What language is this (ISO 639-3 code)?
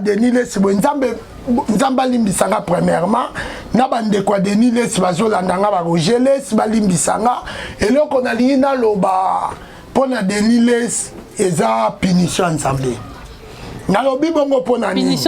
lin